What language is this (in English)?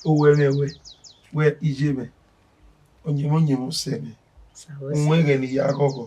Bini